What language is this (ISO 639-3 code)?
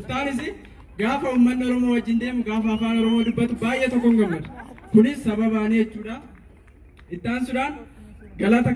orm